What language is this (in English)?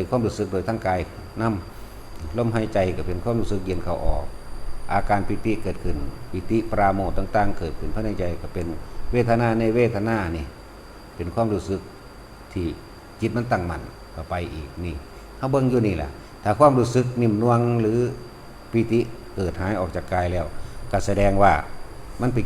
Lao